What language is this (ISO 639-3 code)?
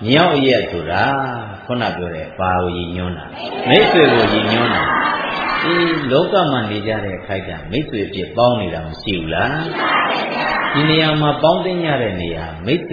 mya